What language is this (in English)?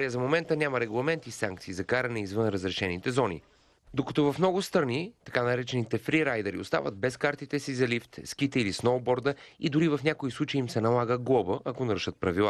Bulgarian